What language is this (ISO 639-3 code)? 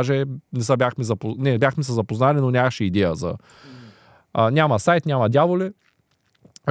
bul